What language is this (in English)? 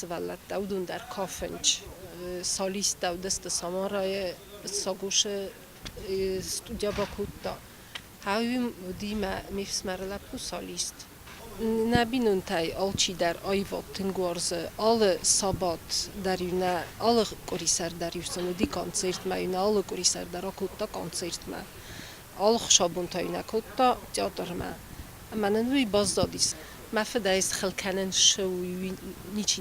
Ossetic